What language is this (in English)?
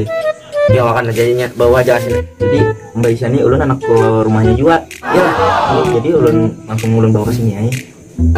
Banjar